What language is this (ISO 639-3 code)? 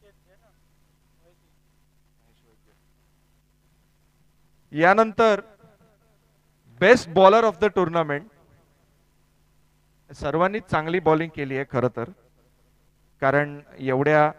mar